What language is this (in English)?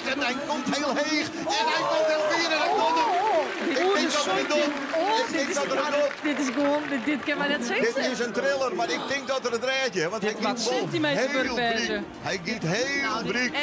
Western Frisian